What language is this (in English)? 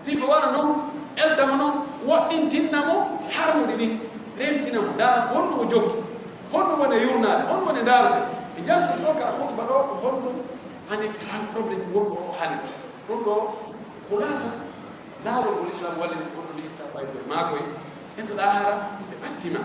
Pular